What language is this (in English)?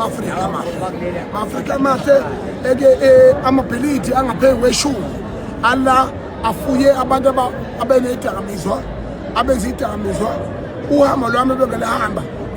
Zulu